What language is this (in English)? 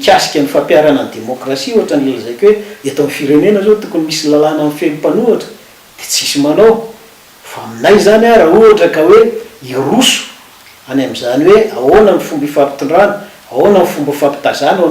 Malagasy